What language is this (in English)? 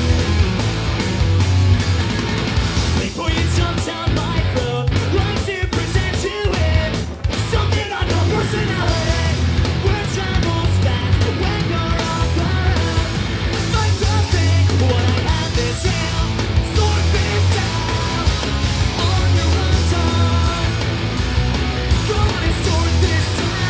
English